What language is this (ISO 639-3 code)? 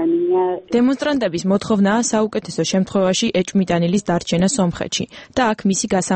kat